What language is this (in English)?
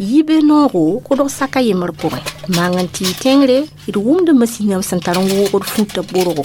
Mossi